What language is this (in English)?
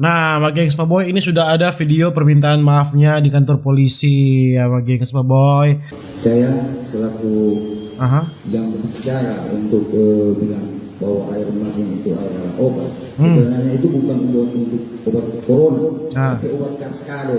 Manado Malay